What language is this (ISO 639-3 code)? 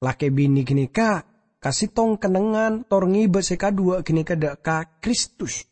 mad